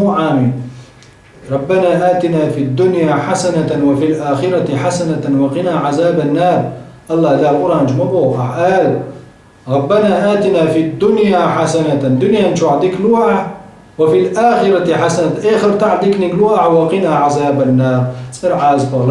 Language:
Chechen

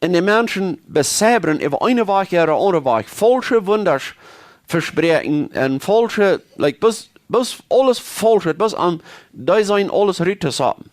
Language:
Plautdietsch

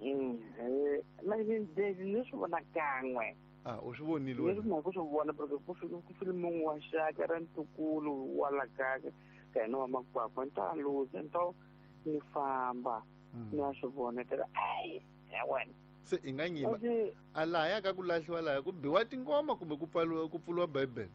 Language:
Tsonga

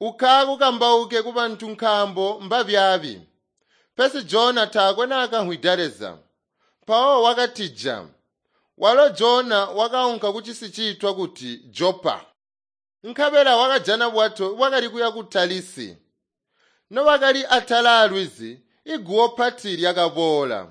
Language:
Tonga (Zambia)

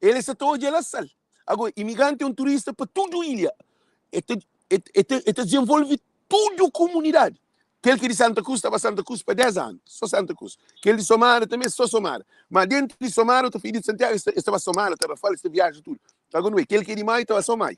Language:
Kabuverdianu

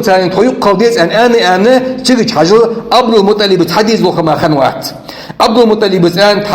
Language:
Ingush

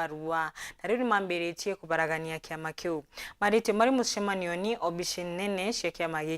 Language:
Meru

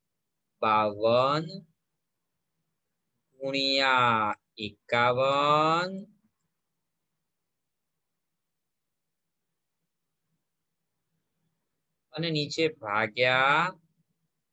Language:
Gujarati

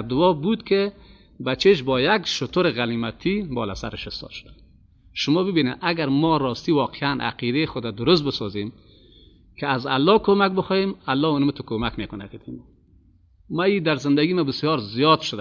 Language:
Persian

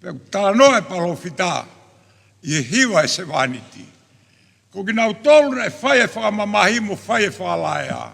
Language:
Tongan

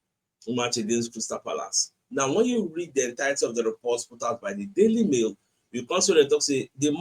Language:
Nigerian Pidgin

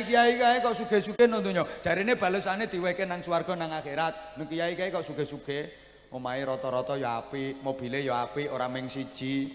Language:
Javanese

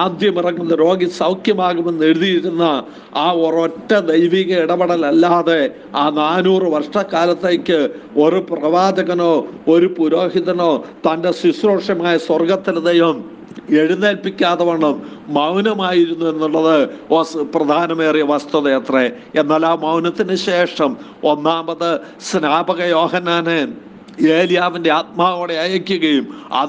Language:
Malayalam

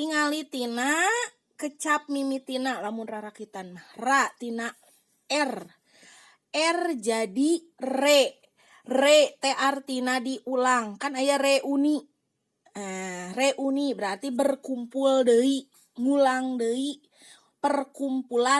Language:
Sundanese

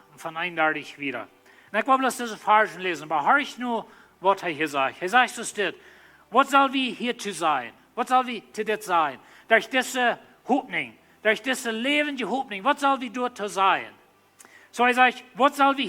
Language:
Plautdietsch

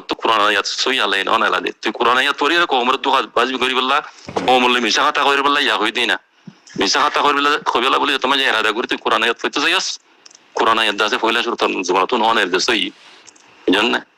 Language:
Rohingya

